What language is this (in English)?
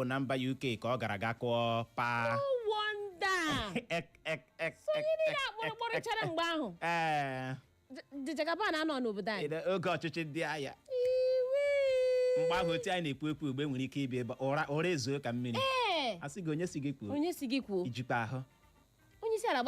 Igbo